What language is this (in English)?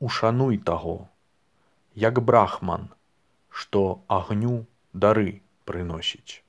Belarusian